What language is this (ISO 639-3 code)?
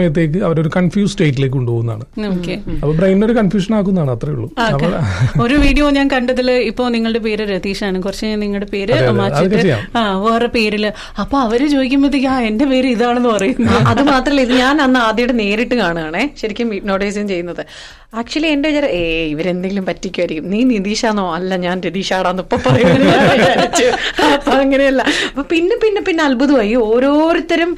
mal